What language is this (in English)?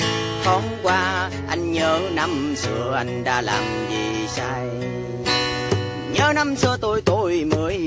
Vietnamese